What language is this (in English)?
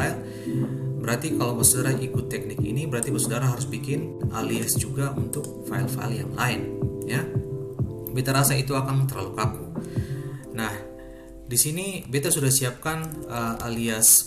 Ambonese Malay